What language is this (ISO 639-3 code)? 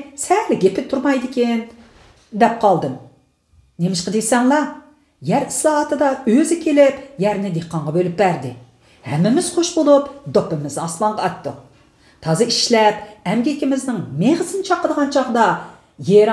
uig